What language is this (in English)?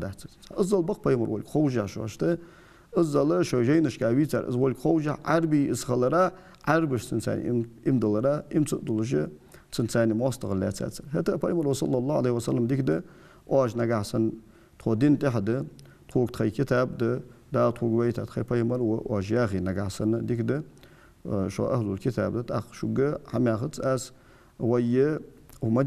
Ingush